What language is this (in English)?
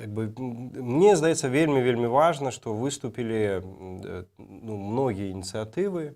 Belarusian